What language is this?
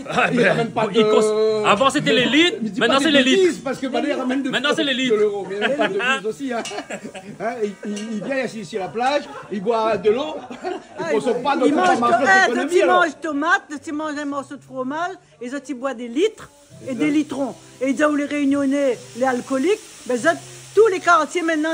Réunion Creole French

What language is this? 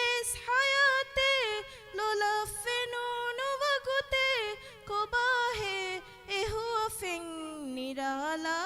Divehi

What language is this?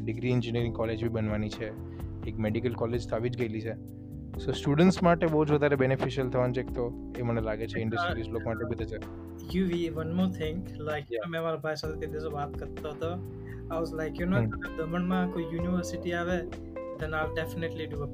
Gujarati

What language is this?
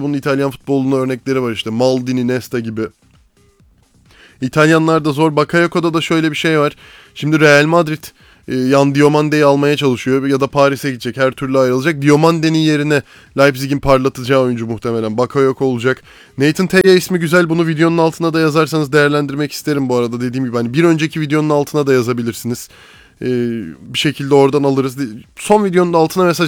Turkish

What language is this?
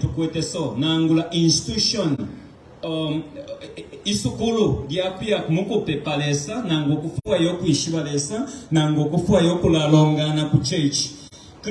Bemba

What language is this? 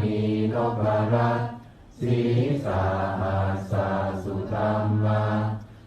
Pali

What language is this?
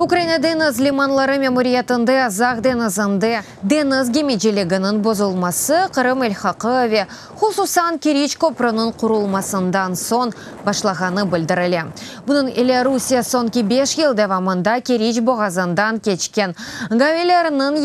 Crimean Tatar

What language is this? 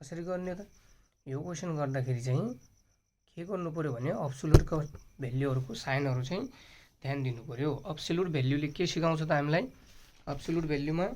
Nepali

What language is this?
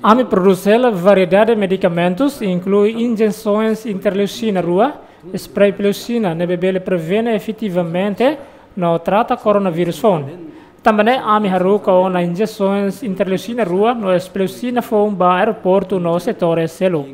Tetum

